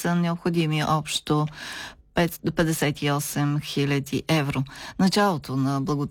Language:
Bulgarian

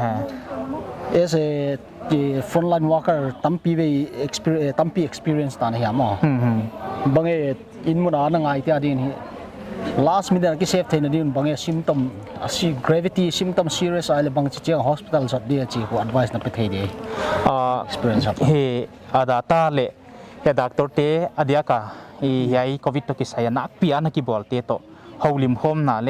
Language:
Paite Chin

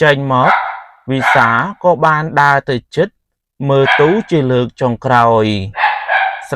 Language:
Khmer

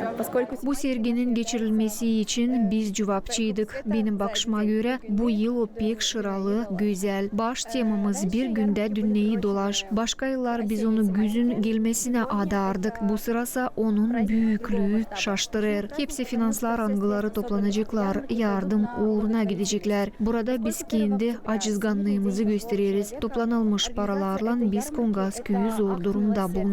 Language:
Gagauz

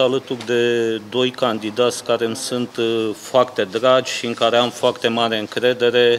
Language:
Romanian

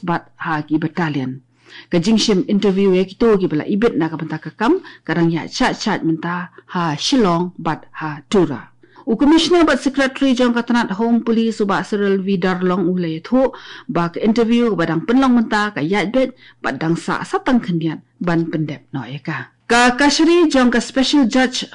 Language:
Khasi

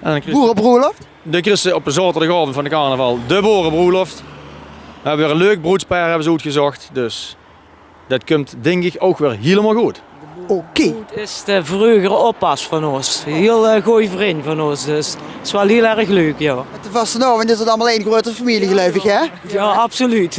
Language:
Limburgish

